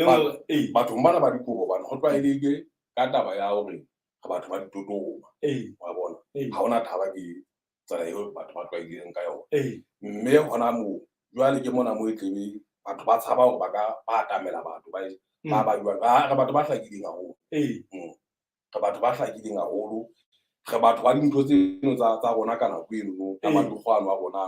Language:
Southern Sotho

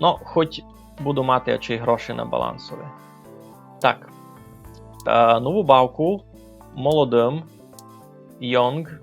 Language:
Rusyn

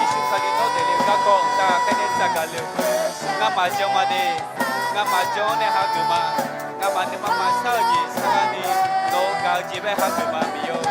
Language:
Akha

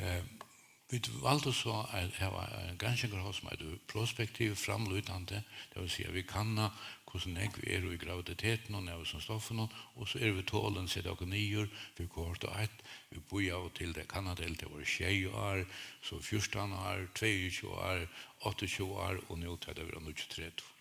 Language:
Faroese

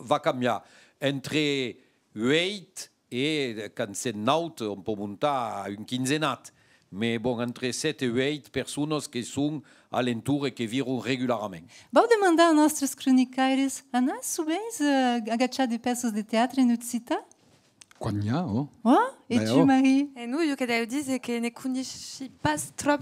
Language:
Occitan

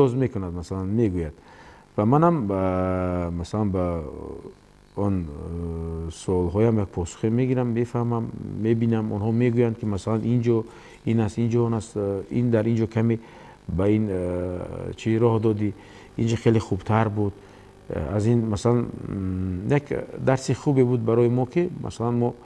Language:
Tajik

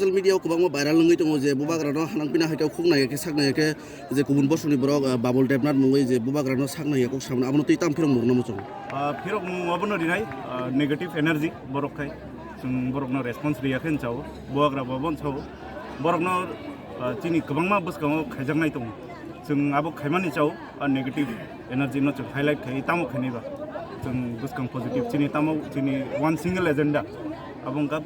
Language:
Kok Borok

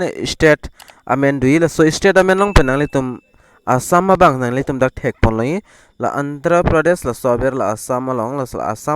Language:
Karbi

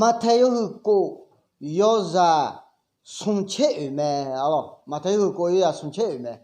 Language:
Akha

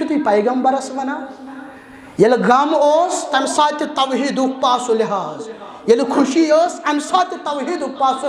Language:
Kashmiri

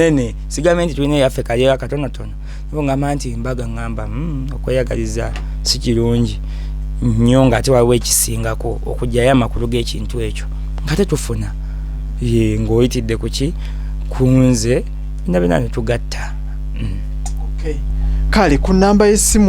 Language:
Ganda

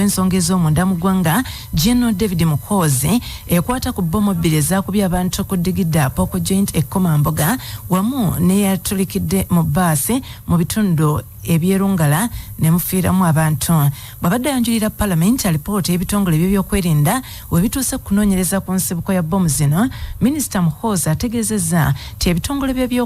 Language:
Ganda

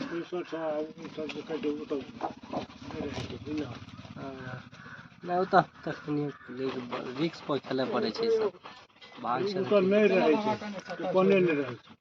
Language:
Maithili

